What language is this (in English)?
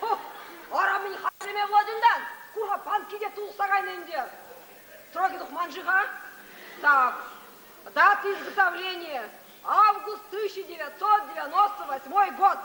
Chuvash